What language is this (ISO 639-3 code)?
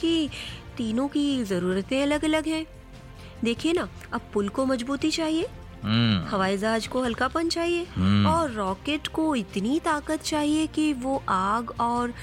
hin